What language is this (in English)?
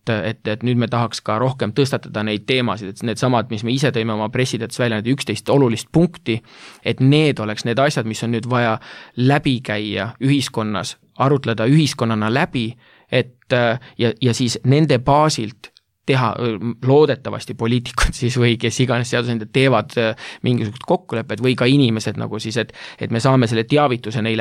Estonian